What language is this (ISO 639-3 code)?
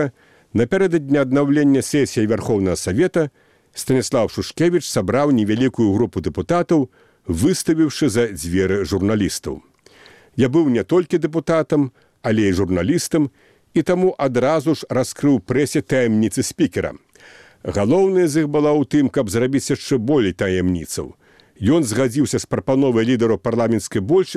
bel